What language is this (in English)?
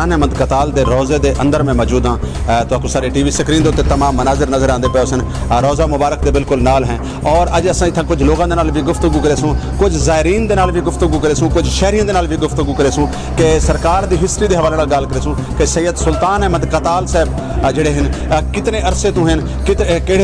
Saraiki